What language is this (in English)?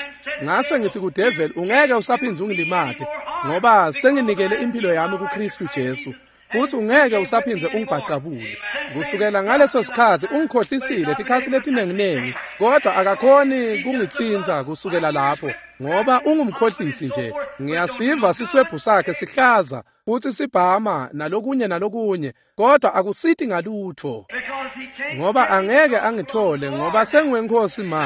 Swati